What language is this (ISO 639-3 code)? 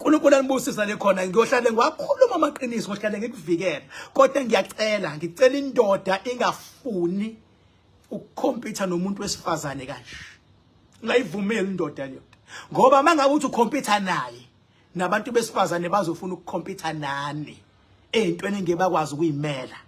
zul